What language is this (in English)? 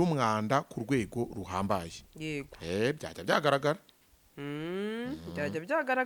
Kinyarwanda